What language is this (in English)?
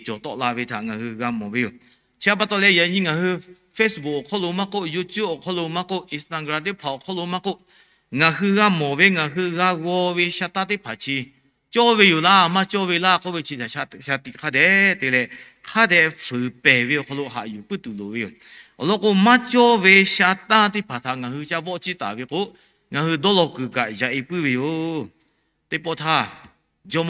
Lahu